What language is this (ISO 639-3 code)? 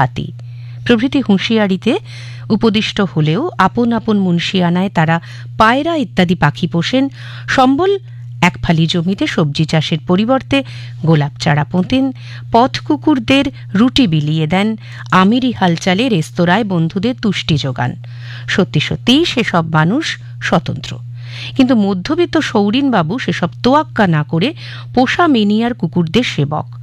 ben